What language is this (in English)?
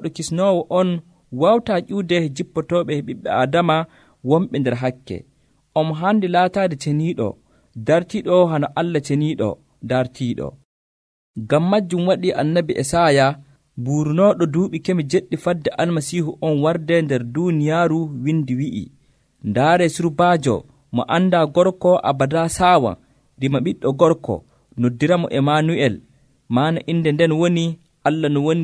Nigerian Fulfulde